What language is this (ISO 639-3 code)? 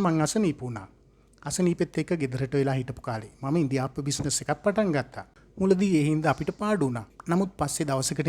sin